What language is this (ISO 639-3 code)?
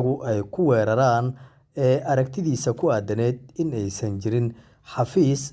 som